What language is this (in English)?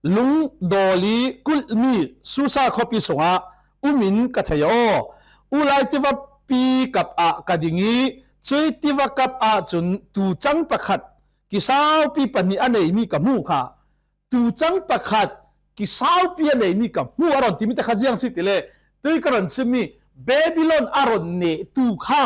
Falam Chin